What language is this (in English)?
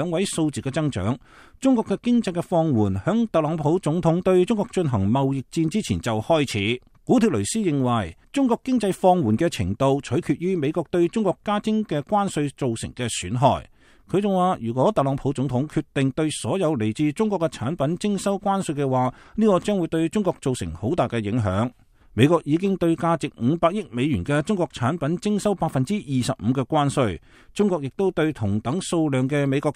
Cantonese